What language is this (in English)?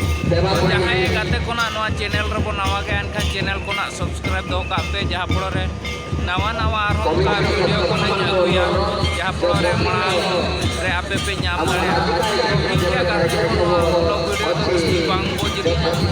Santali